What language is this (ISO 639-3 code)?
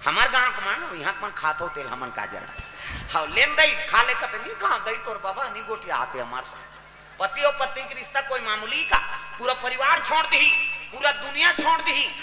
hne